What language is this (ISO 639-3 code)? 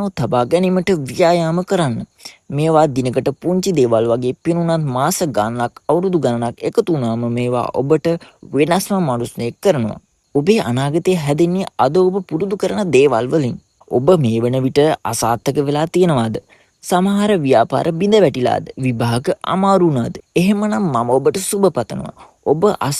sin